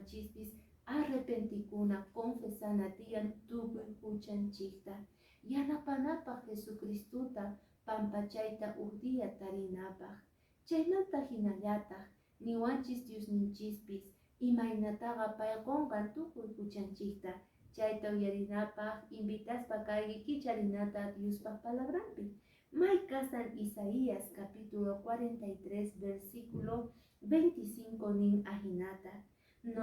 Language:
Quechua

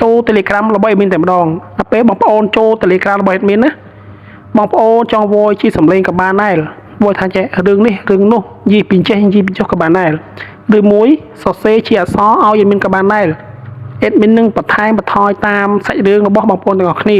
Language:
Khmer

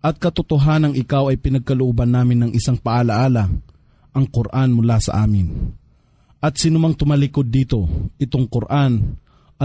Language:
Filipino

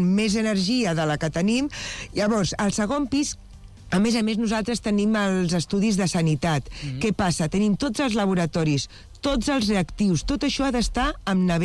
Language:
Catalan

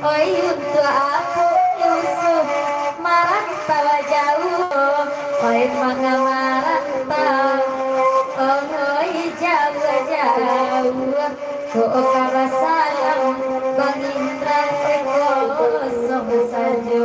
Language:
Minangkabau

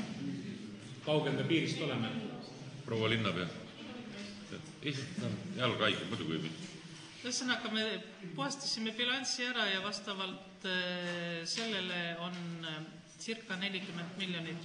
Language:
Estonian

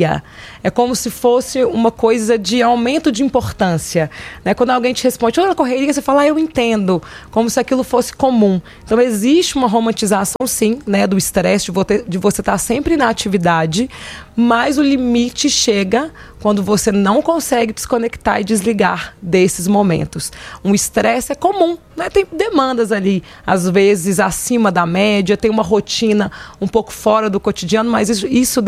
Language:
Portuguese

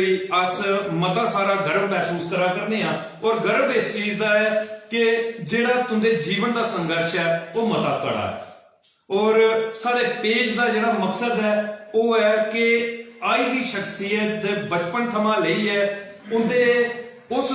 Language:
Dogri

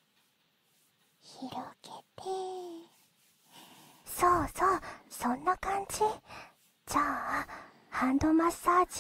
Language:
Japanese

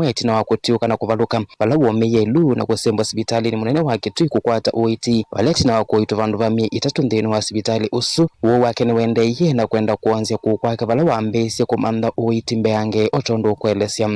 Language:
Kamba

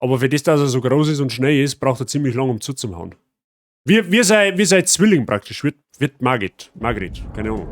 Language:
Bavarian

